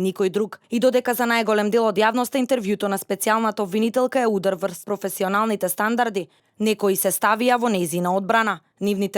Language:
Macedonian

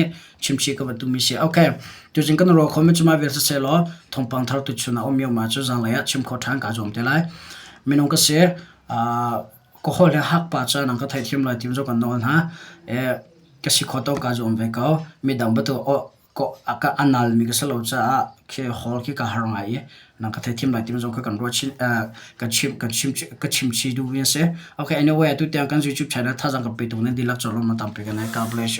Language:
Hakha Chin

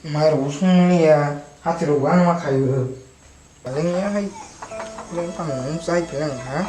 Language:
Kok Borok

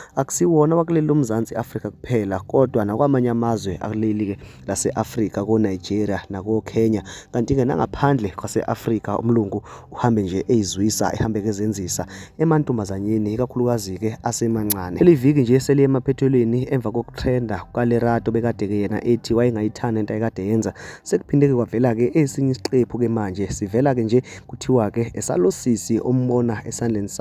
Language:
Zulu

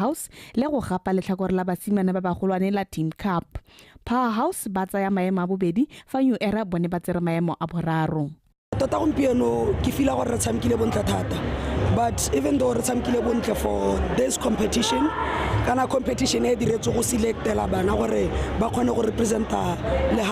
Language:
Tswana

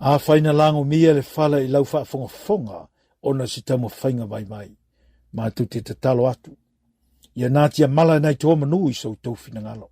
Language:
Samoan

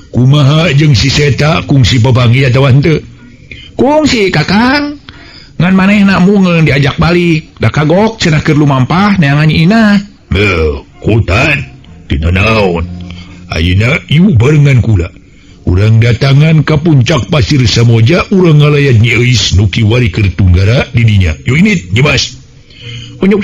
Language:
Sundanese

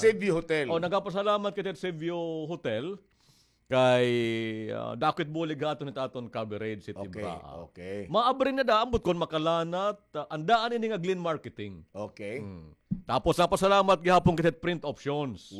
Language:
Waray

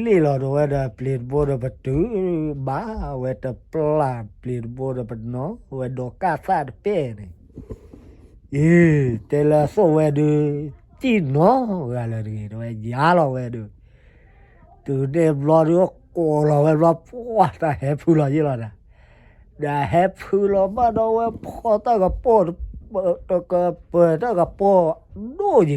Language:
S'gaw Karen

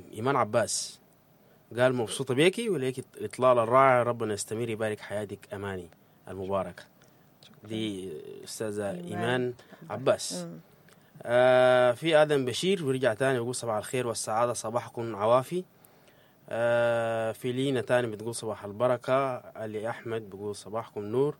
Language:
Sudanese Arabic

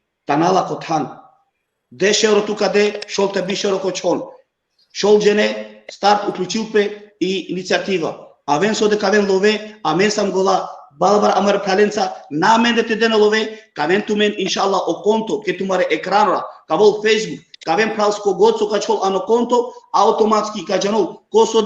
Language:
Balkan Romani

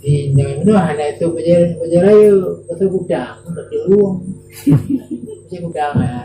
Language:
Achinese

